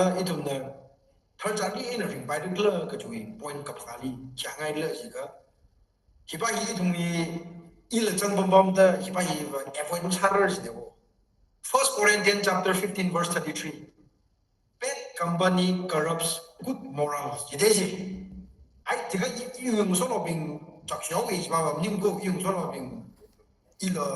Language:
Tangkhul Naga (India)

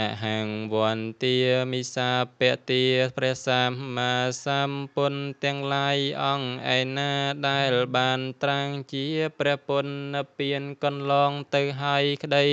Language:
Khmer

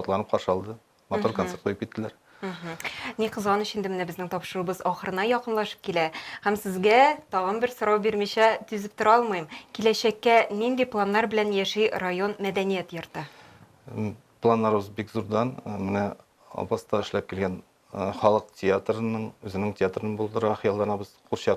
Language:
Tatar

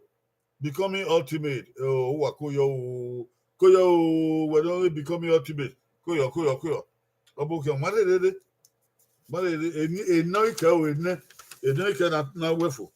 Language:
Bini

